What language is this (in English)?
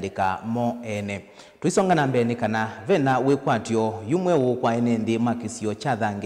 Kamba